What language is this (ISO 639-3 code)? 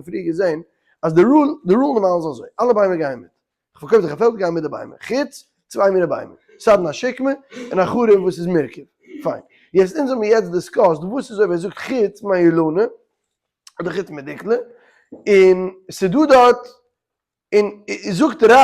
yid